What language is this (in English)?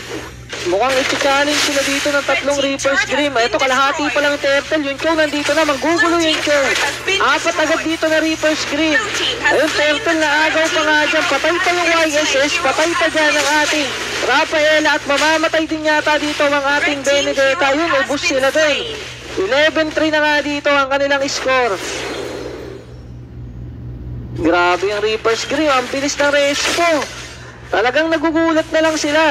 Filipino